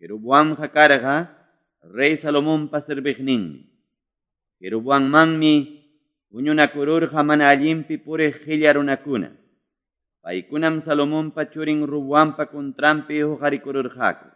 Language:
Quechua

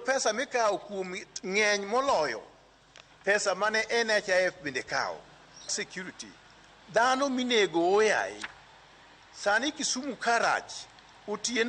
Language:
Luo (Kenya and Tanzania)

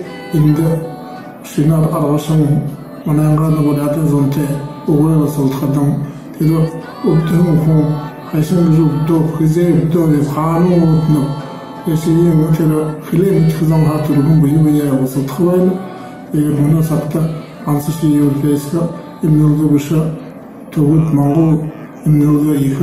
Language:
Buriat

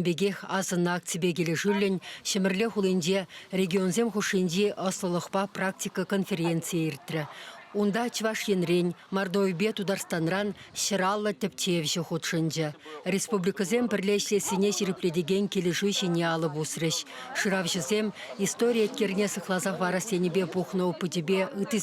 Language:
Chuvash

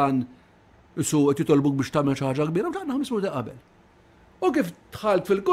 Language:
Maltese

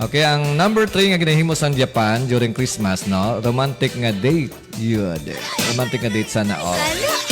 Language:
Hiligaynon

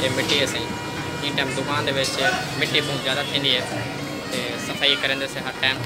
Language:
Saraiki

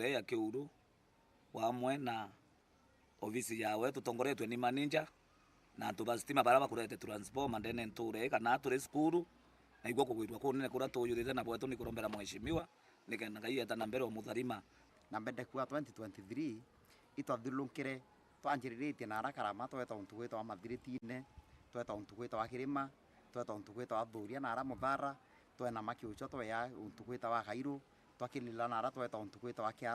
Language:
Meru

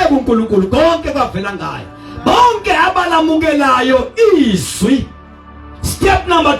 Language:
Zulu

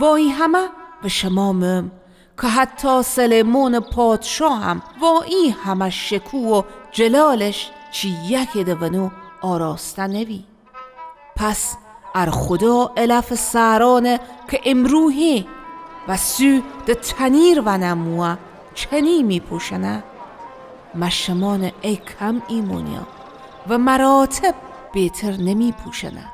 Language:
Northern Luri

